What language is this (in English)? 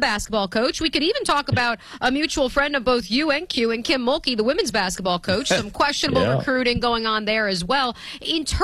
English